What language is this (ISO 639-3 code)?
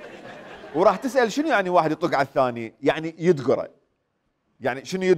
acm